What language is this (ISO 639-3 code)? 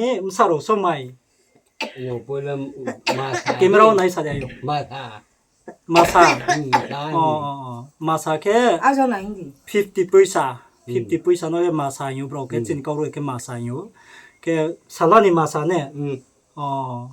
ria